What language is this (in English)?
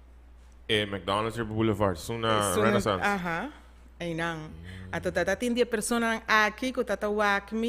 Papiamento